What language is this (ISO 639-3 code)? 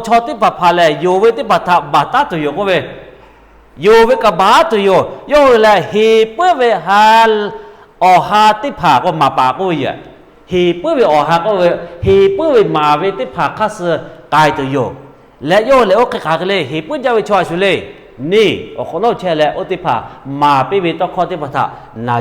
lhu